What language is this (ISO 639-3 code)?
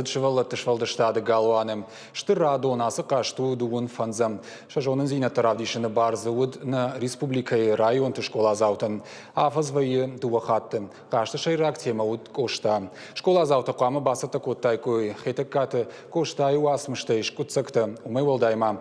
oss